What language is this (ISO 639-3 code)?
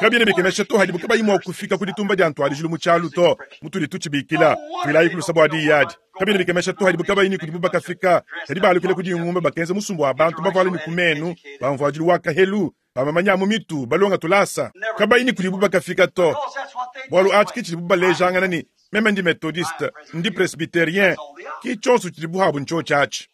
lua